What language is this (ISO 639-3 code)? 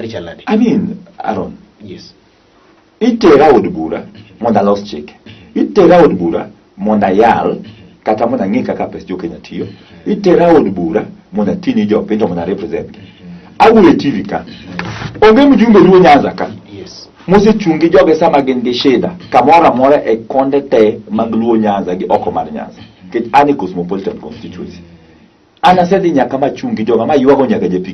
luo